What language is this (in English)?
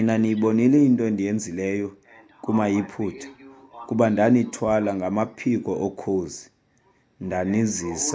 Xhosa